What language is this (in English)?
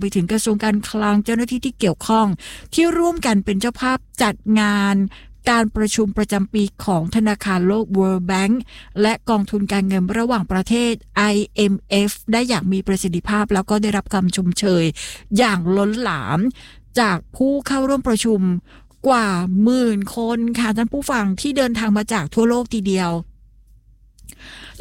Thai